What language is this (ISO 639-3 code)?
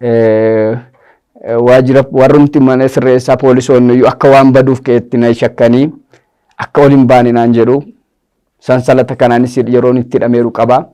orm